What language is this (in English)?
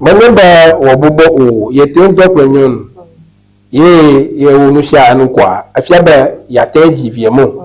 Ewe